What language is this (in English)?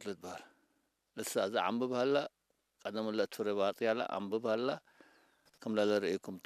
Tigrinya